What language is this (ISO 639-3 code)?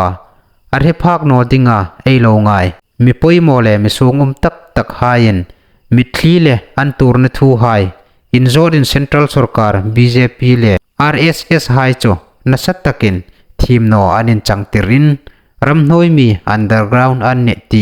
hmr